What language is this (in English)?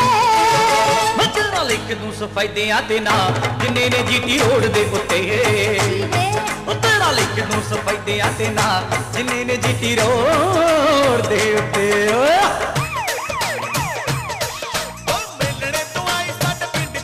Punjabi